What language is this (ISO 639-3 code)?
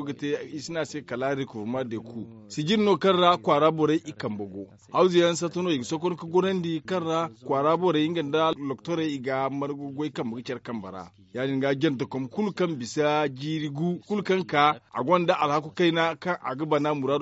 dje